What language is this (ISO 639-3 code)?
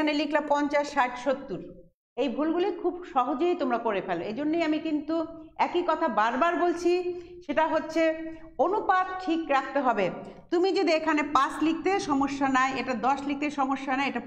ben